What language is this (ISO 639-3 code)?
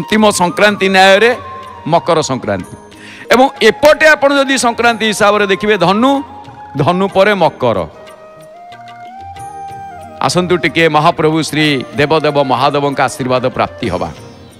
ori